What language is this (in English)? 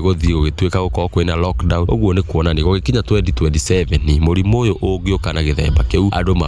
Kikuyu